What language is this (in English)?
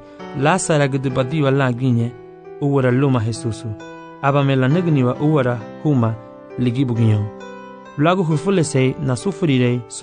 Garifuna